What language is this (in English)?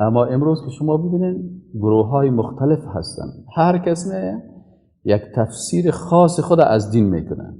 Persian